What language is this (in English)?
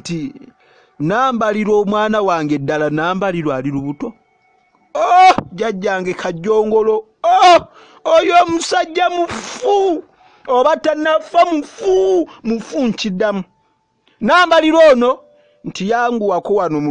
Ganda